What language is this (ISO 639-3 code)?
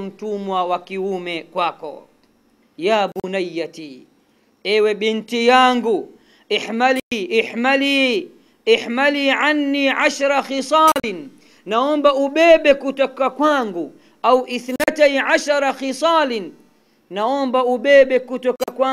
swa